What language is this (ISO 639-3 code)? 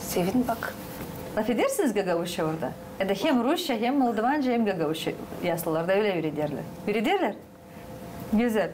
gag